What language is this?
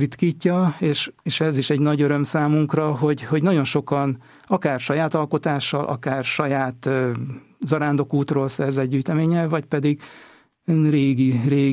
Hungarian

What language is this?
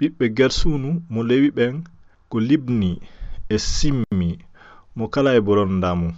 Fula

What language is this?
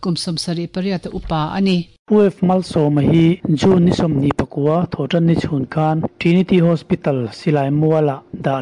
Mizo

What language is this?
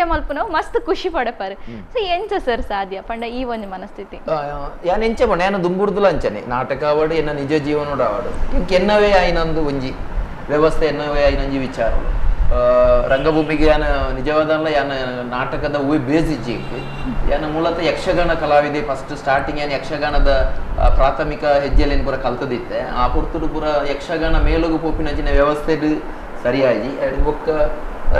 Tulu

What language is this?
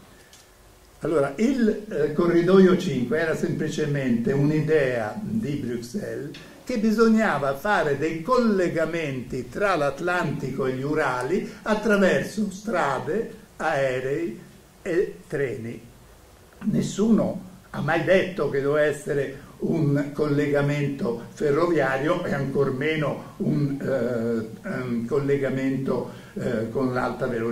Italian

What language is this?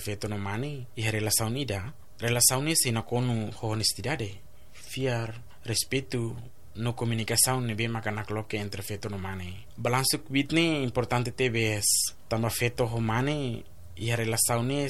Tetum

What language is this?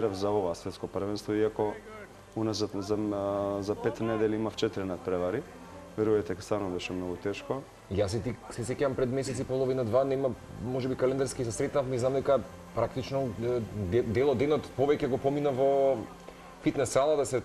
Macedonian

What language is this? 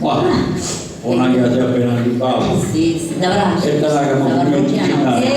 Sardinian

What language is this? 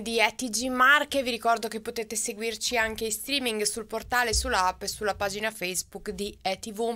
Italian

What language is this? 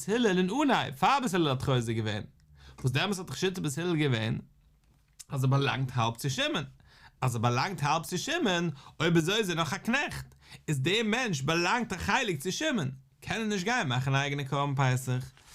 Yiddish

